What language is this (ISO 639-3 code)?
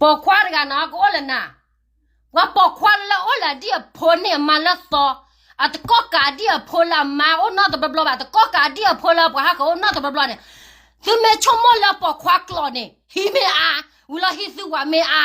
ksw